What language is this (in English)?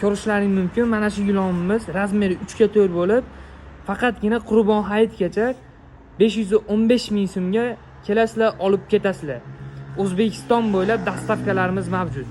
Uzbek